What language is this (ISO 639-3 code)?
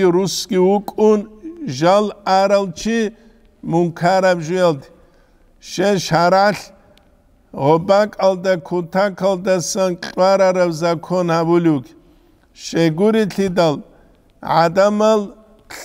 ava